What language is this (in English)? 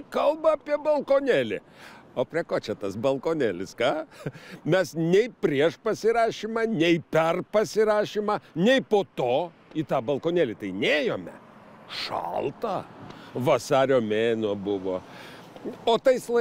Lithuanian